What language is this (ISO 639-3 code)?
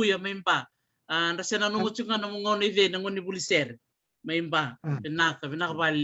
fij